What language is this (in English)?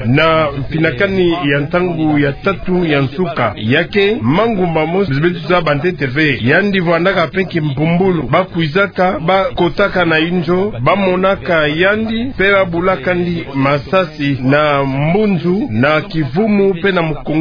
Kituba (Democratic Republic of Congo)